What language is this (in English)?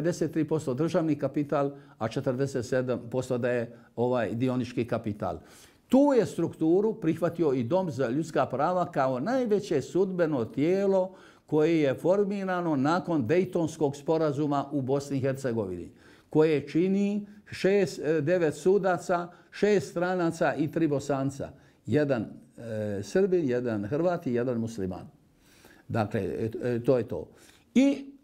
Bosnian